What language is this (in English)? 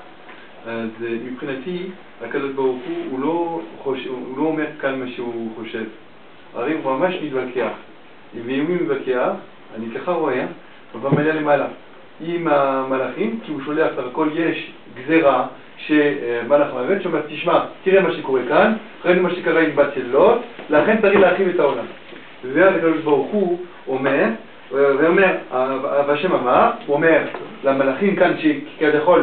Hebrew